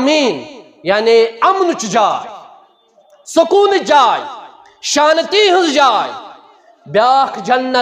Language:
Kashmiri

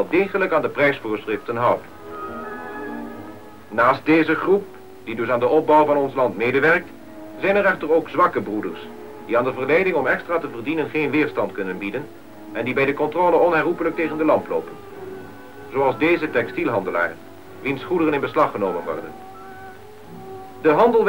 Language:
Dutch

